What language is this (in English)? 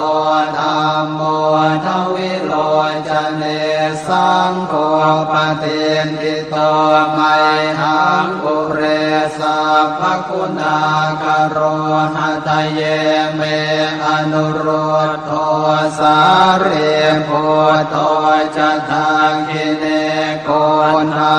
Pali